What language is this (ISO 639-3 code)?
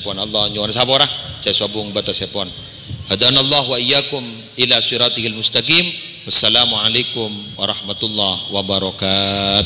mad